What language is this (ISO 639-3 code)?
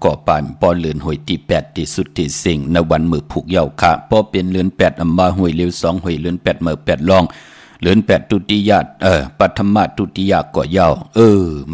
shn